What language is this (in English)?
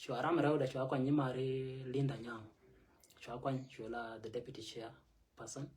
Nuer